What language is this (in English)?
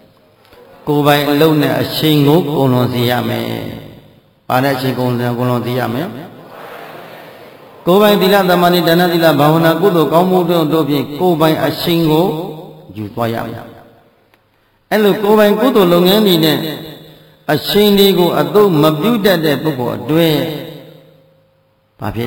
Burmese